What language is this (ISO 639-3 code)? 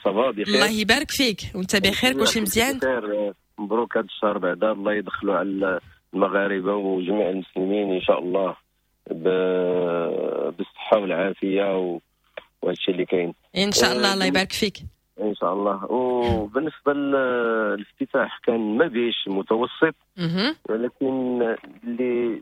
ary